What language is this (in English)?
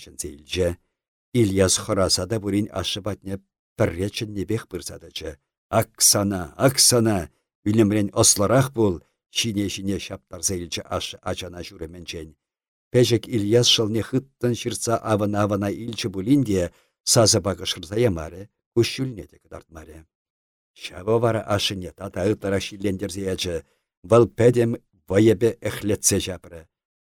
Chuvash